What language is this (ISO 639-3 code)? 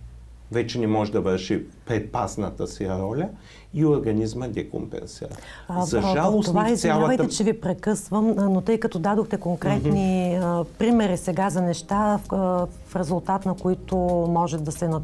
bul